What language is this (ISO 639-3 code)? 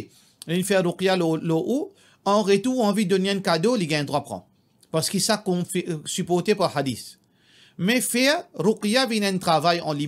mfe